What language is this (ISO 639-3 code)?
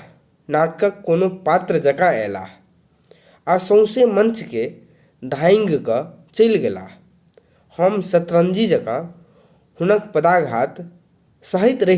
mai